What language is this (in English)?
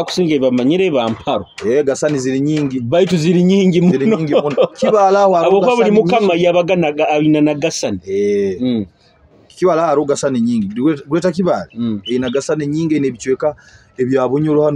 Nyoro